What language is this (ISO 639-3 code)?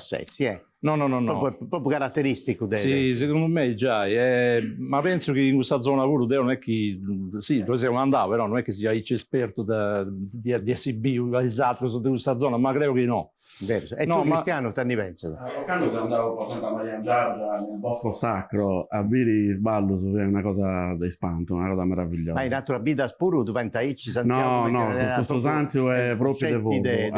srd